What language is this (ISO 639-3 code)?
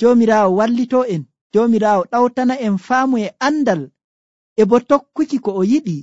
fuv